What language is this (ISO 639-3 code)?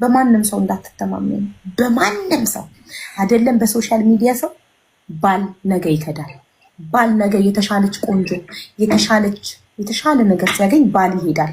amh